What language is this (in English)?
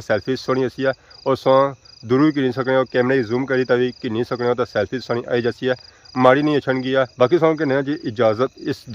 Pahari-Potwari